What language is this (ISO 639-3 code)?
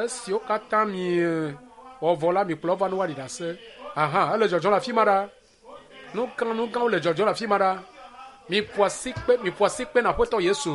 ewe